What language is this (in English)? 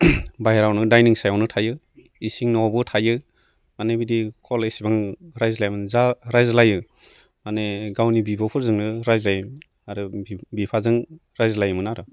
Bodo